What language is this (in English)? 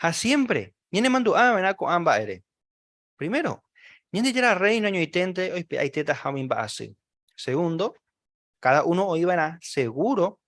Guarani